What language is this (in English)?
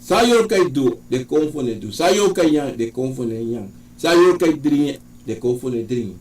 Sranan Tongo